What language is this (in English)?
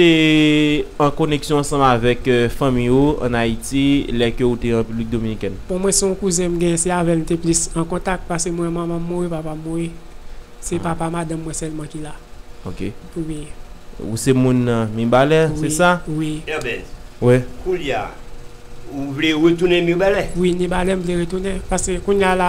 Haitian Creole